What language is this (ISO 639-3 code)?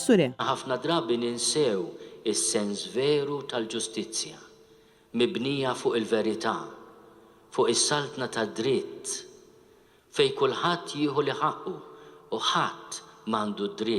mlt